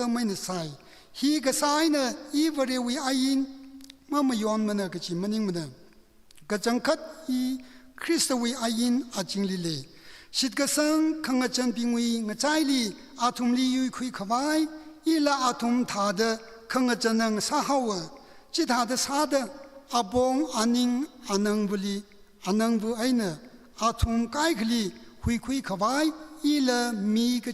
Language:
Tangkhul Naga (India)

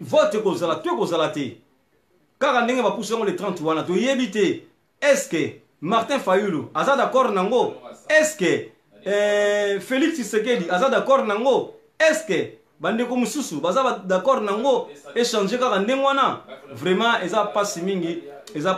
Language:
Lingala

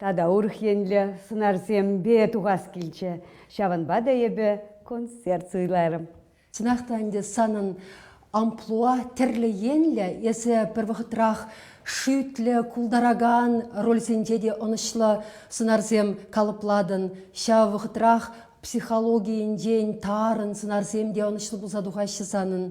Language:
Chuvash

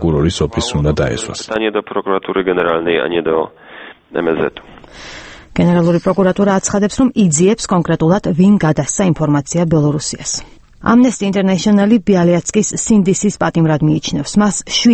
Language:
Georgian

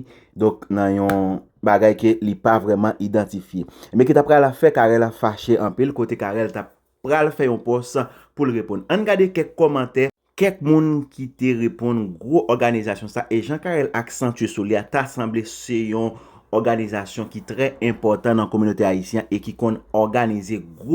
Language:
Haitian Creole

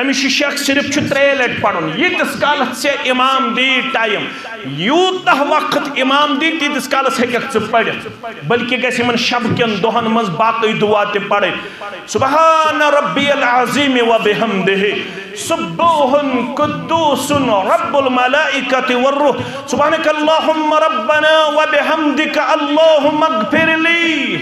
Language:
Kashmiri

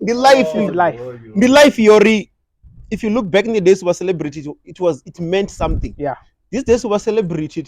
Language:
Venda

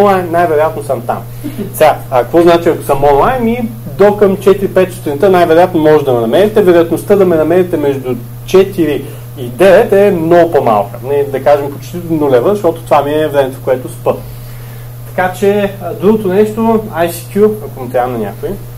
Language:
Bulgarian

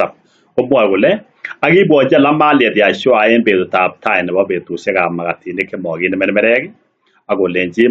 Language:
Kalenjin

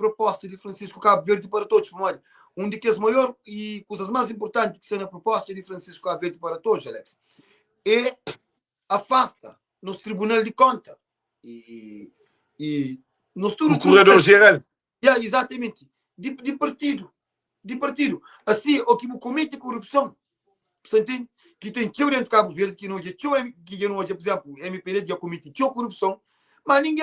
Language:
Kabuverdianu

